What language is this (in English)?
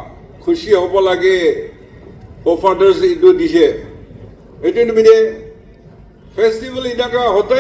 Naga Pidgin